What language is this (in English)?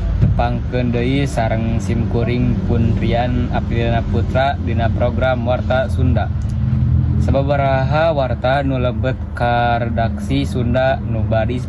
Sundanese